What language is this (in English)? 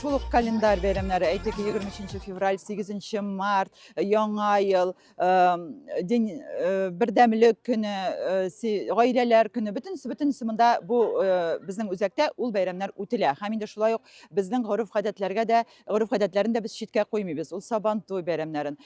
Tatar